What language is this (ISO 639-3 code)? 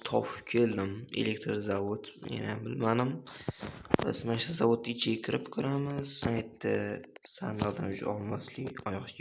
uzb